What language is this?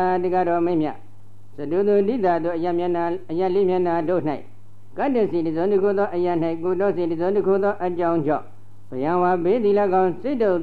Burmese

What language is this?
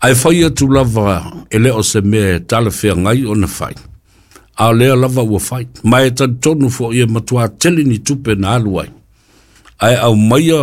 Samoan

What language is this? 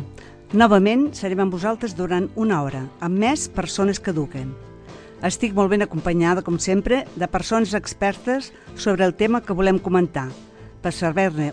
Catalan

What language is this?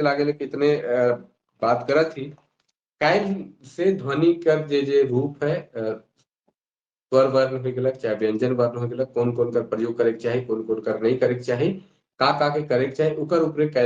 Sadri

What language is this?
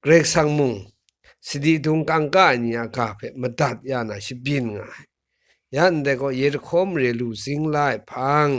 Kachin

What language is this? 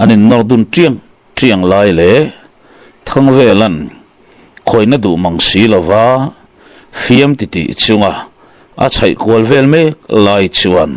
Mizo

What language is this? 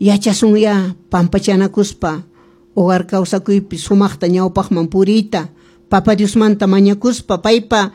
Quechua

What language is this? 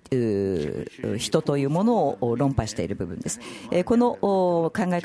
Japanese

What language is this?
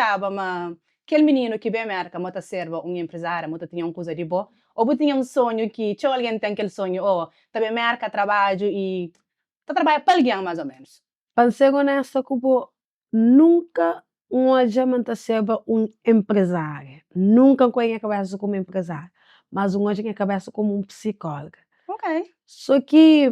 Kabuverdianu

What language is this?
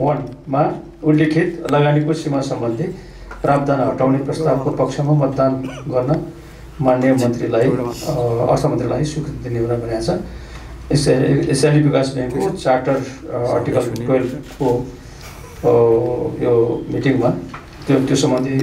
Nepali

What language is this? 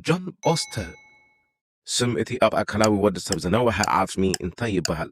Tigrinya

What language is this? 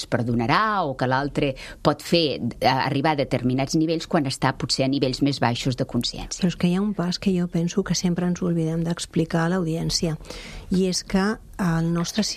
Catalan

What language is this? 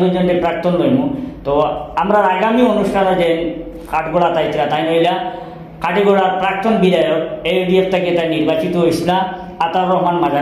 Sylheti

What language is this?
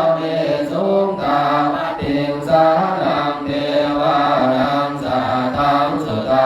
Pali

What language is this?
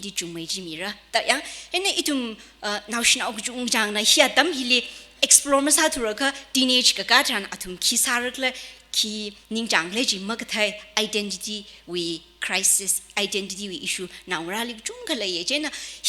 Tangkhul Naga (India)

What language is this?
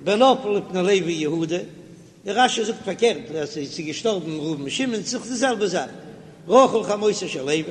Yiddish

